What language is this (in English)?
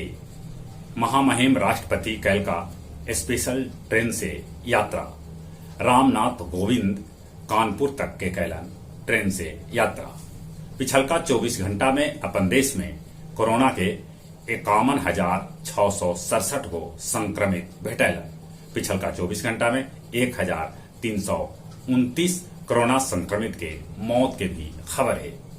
Magahi